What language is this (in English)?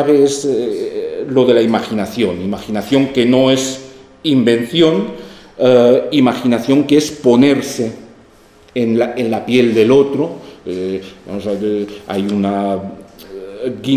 Spanish